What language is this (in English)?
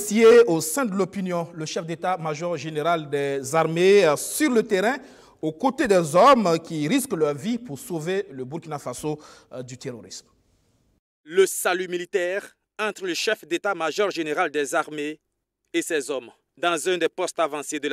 French